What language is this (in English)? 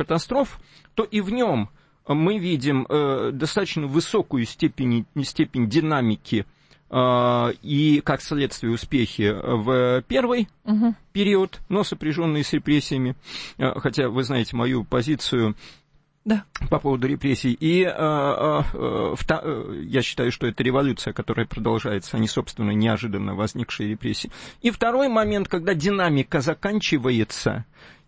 Russian